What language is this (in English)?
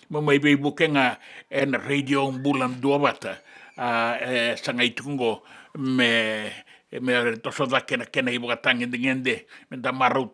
Fijian